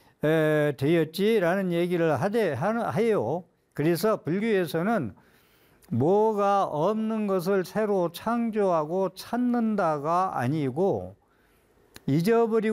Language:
Korean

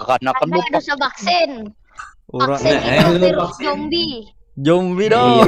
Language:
Banjar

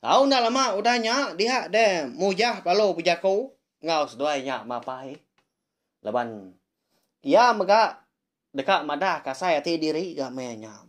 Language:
Iban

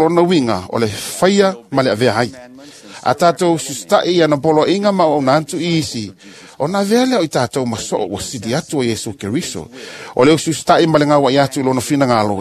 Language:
Samoan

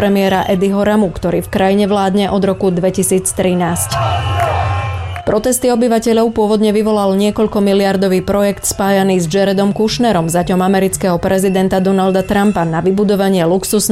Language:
Slovak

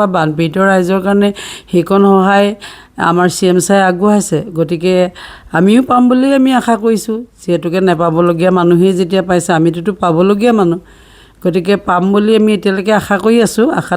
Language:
Assamese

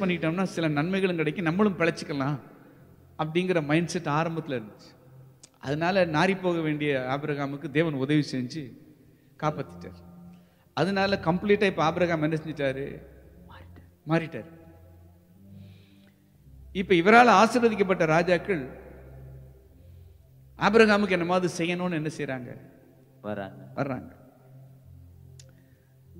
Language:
Tamil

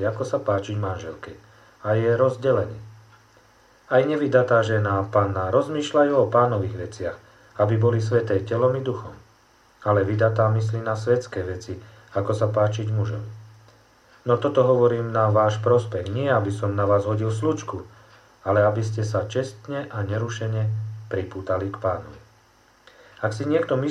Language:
Slovak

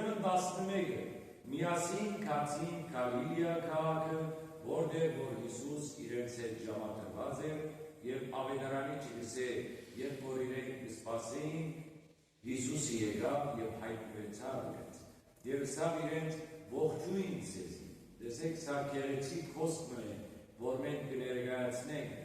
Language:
Western Armenian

